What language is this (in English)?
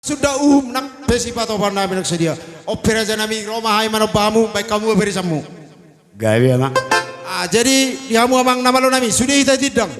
Batak Toba